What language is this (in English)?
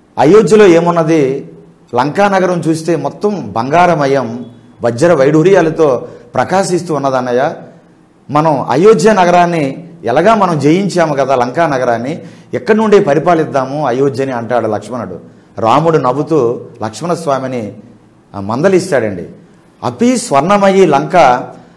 Telugu